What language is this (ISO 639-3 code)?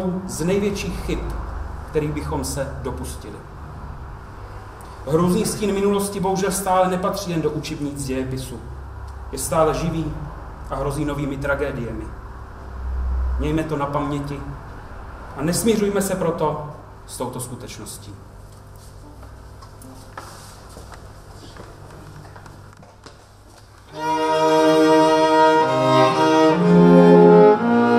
ces